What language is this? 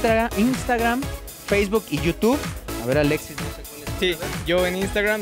Spanish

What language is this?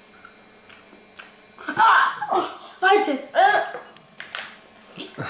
Slovak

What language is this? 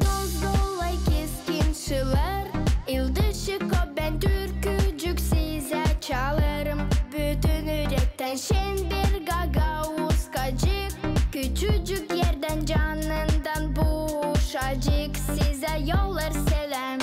Gagauz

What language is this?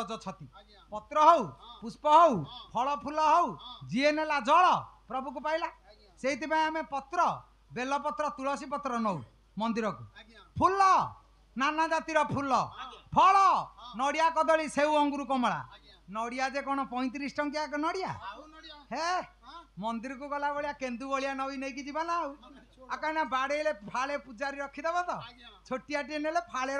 Odia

